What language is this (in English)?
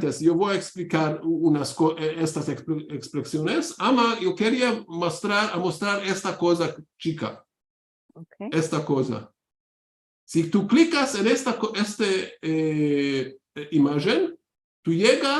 Ladino